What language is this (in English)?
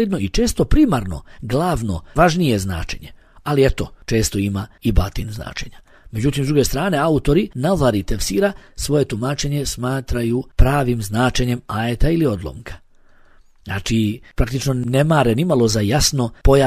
Bosnian